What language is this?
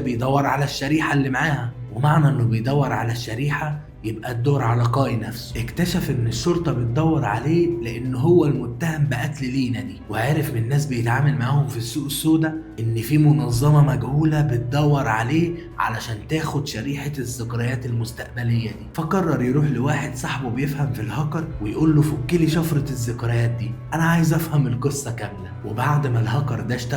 Egyptian Arabic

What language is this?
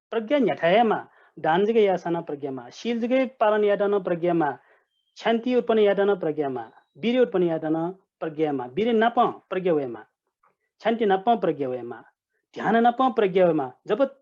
Newari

